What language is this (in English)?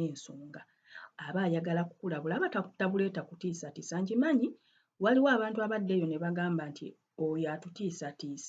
Ganda